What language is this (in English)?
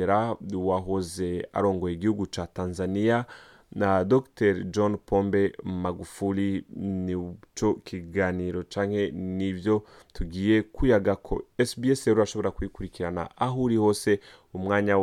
Rundi